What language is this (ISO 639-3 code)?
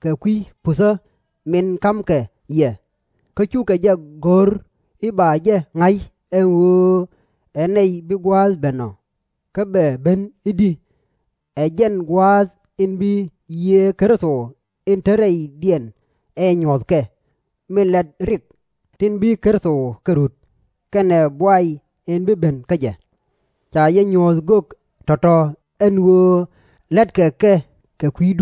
nus